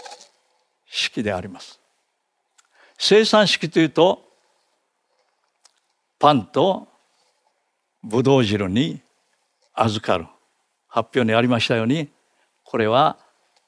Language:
Japanese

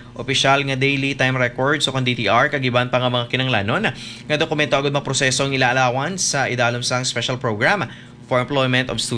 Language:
Hiligaynon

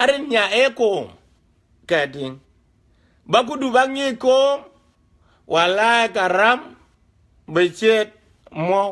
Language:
Dinka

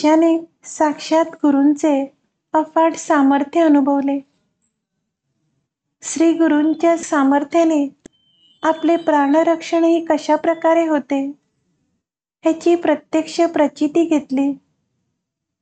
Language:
Marathi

